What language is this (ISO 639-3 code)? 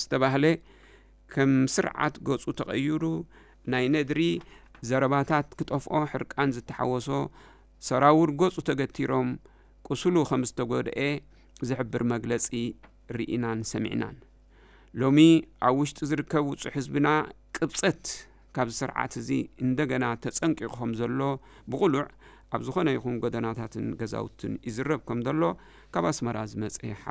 tir